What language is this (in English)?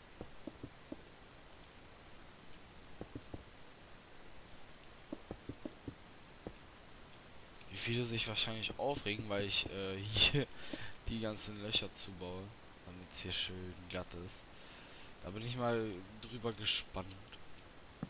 German